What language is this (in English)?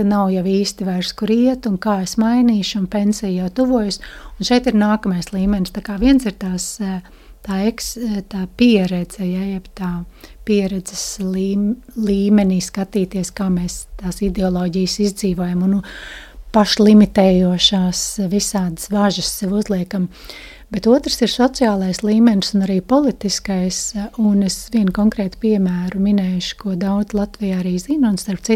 Latvian